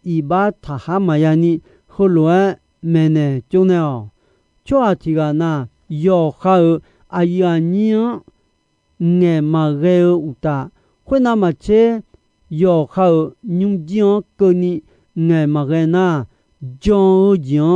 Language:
Akha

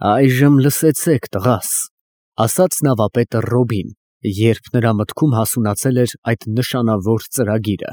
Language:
Armenian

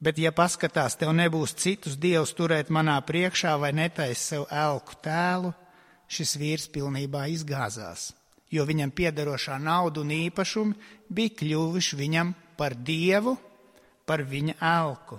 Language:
Latvian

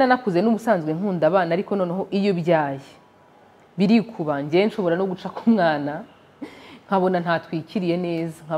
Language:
Kinyarwanda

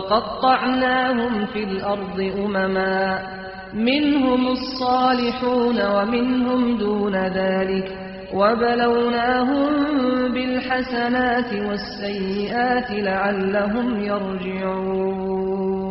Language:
Kurdish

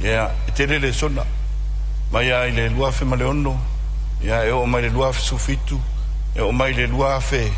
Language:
Samoan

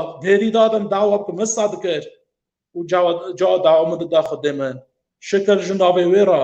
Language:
Kurdish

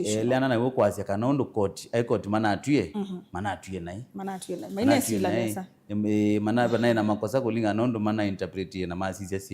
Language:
Kamba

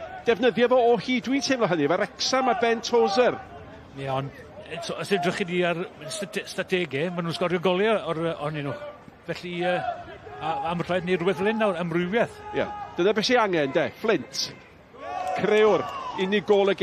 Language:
Welsh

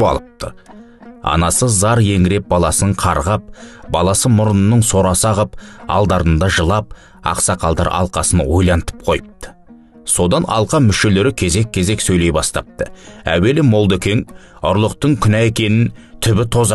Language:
Kazakh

